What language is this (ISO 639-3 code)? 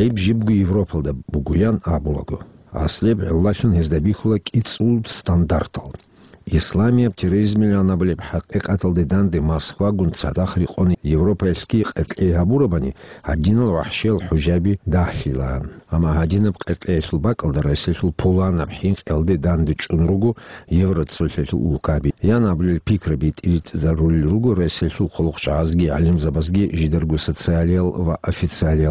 ava